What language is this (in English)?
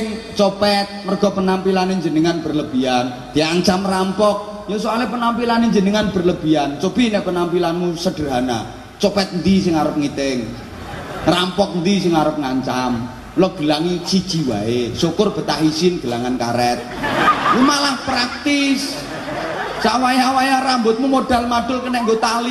Javanese